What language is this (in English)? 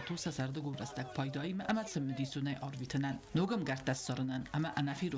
Ossetic